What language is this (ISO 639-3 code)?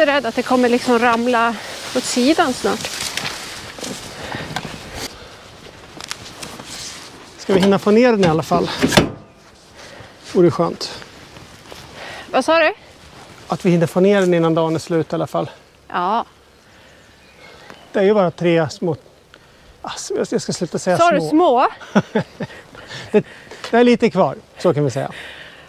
swe